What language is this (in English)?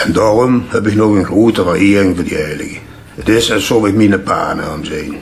Limburgish